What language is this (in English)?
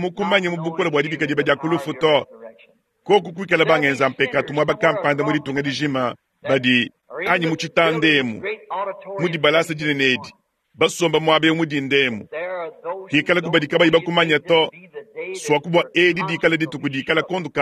Luba-Lulua